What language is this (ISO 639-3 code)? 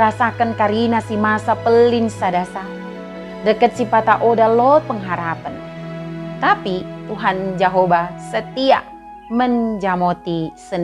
btd